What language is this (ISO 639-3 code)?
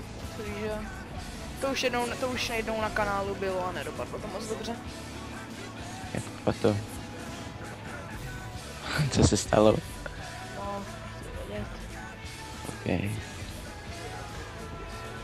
ces